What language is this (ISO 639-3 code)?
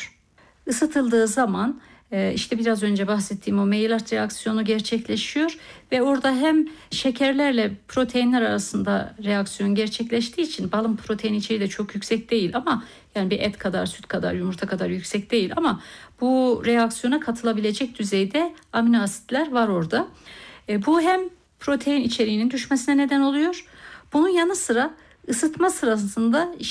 tur